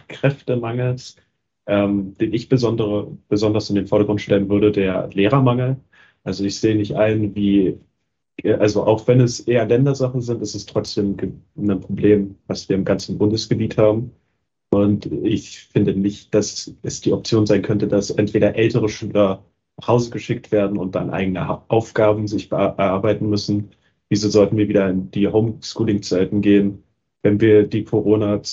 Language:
German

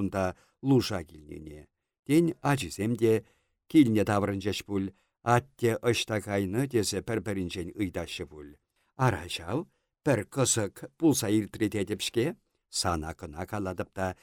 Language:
Chuvash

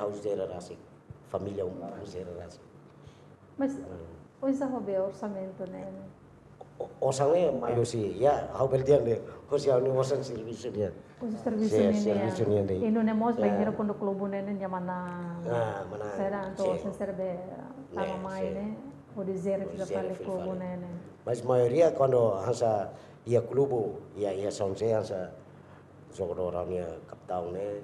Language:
Tetum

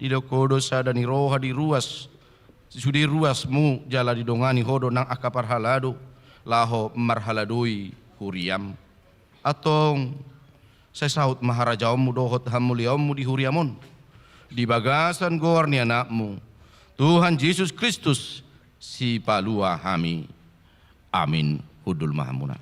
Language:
Batak Toba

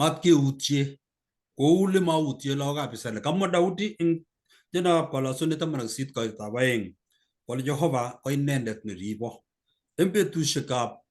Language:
Kalenjin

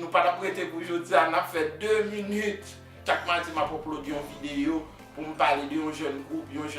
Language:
Haitian Creole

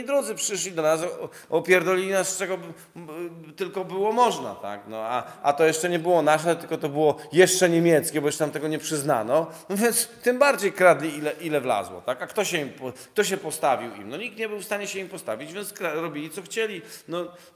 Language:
Polish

